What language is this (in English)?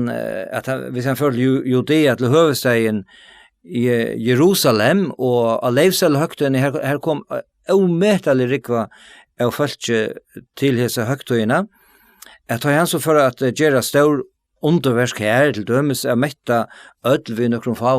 Faroese